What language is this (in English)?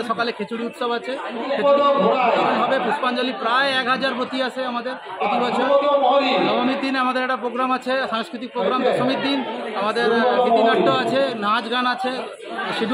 Bangla